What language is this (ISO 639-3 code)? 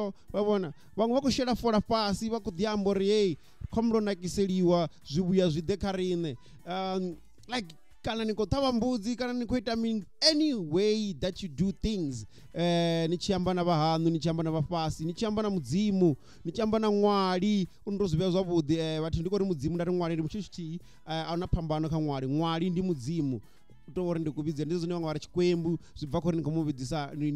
ven